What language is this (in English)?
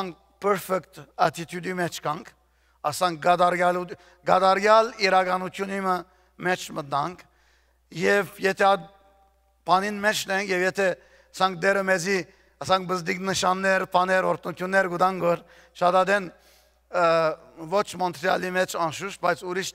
Western Armenian